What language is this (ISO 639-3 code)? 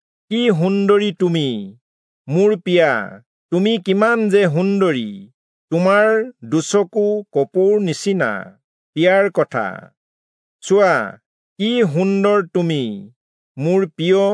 asm